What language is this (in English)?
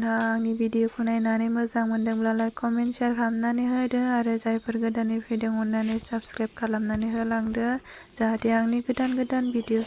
Bodo